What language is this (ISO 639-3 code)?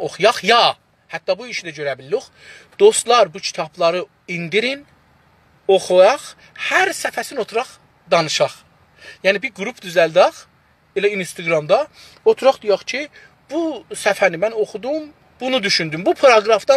azb